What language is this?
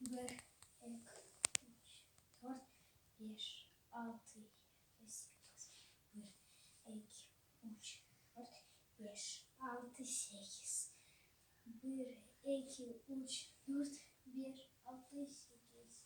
Crimean Tatar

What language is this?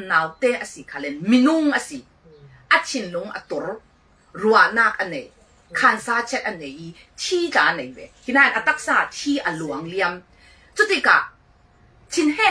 Falam Chin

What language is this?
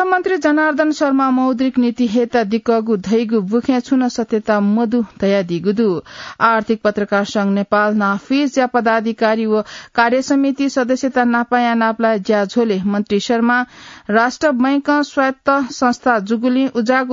Newari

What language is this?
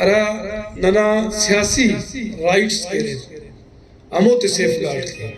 Brahui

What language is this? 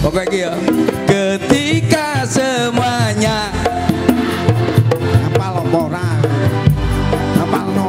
Javanese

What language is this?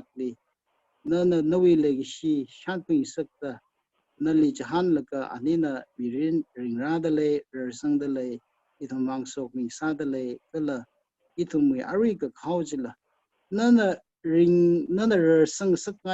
Tangkhul Naga (India)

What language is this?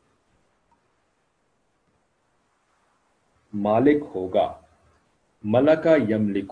Urdu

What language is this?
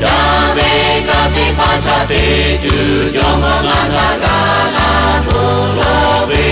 Lahu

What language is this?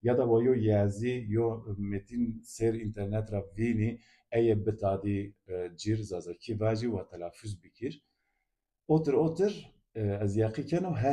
Zaza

